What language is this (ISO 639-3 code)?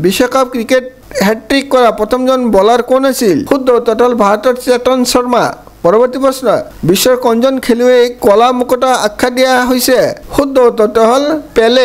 asm